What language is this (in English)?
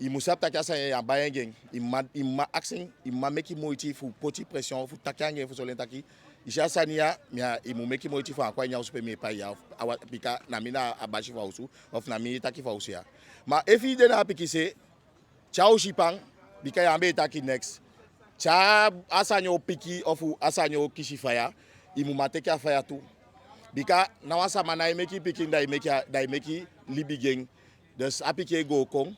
Eastern Maroon Creole